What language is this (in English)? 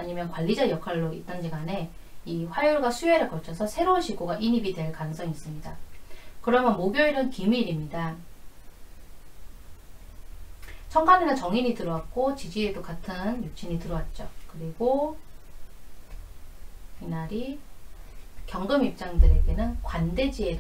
Korean